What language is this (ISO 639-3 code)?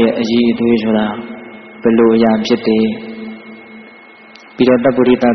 mya